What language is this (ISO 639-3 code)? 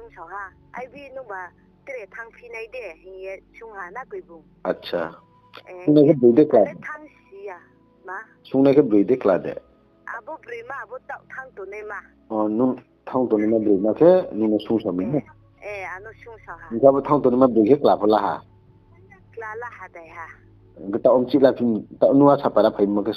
ria